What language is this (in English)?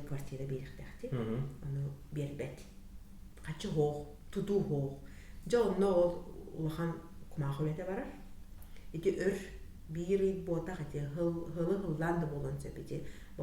Yakut